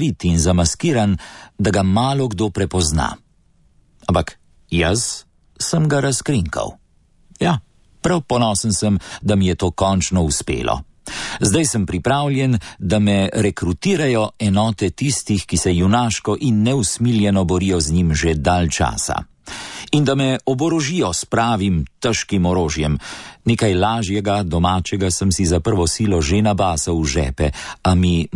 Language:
Slovenian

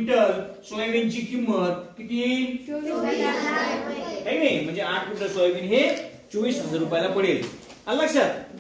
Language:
Marathi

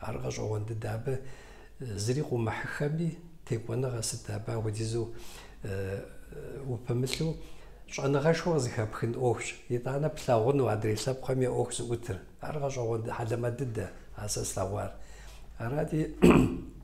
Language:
Kabardian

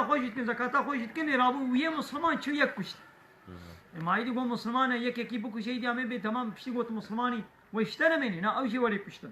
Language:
Kurdish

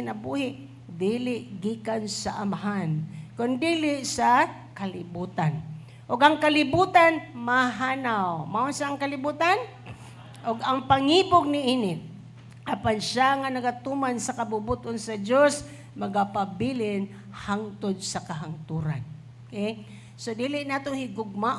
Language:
Cebuano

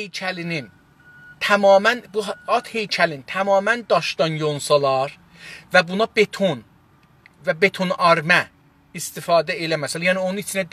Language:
South Azerbaijani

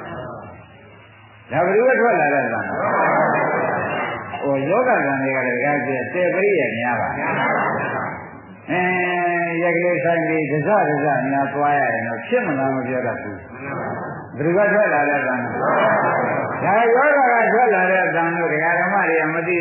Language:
Burmese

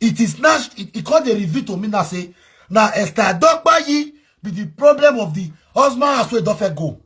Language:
Nigerian Pidgin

